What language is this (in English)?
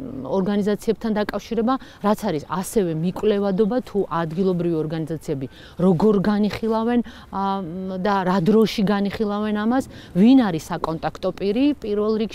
Georgian